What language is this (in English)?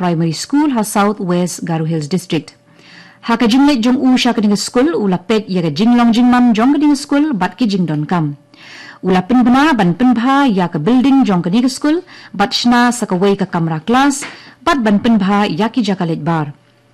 Khasi